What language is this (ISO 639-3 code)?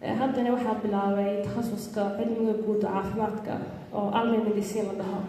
som